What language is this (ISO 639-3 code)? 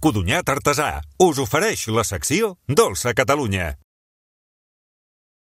cat